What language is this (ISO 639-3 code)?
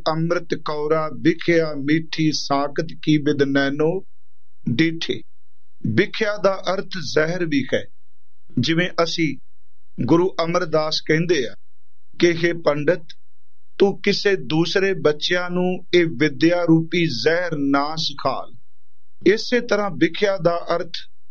pan